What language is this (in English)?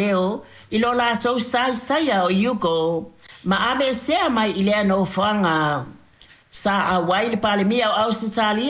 Samoan